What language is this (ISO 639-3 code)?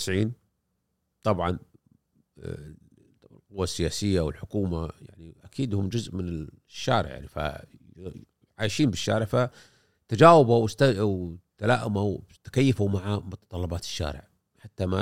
afb